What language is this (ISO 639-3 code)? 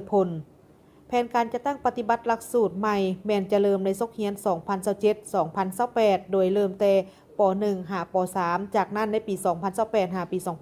lao